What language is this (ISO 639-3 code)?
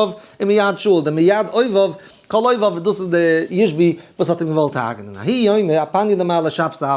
yid